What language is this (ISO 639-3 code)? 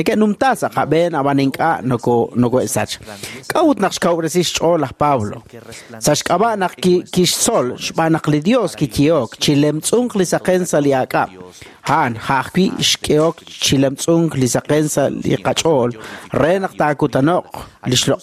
kek